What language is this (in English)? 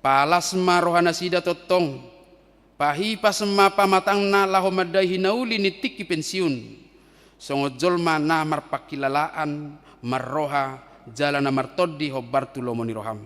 Batak Toba